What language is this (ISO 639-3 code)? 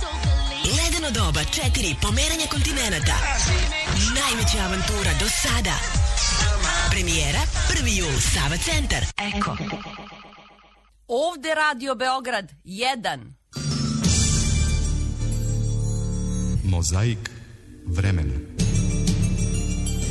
srp